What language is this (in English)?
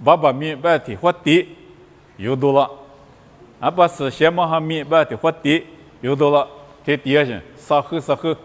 Lisu